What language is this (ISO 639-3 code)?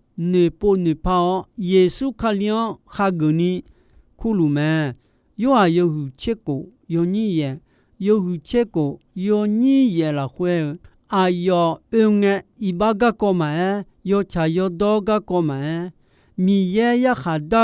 ahk